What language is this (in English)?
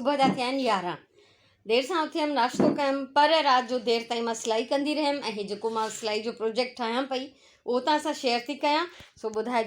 Sindhi